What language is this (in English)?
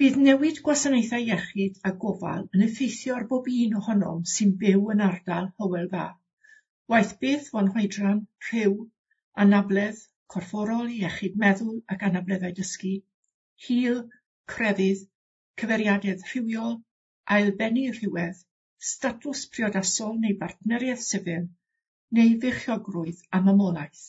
Welsh